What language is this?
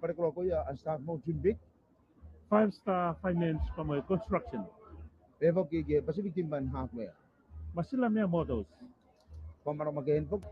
Tongan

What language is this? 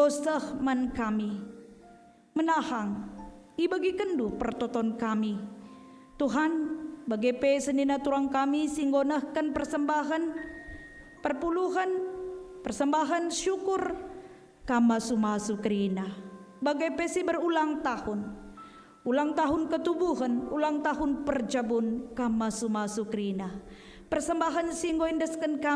Batak Karo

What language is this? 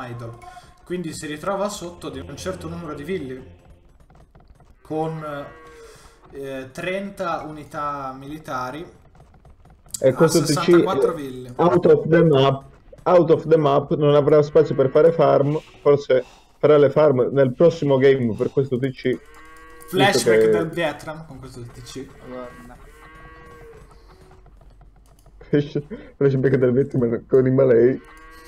Italian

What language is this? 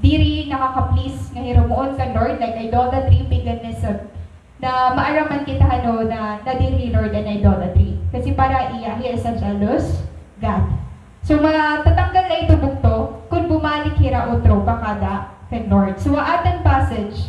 Waray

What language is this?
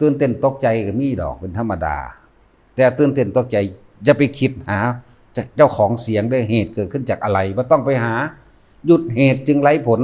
Northeastern Thai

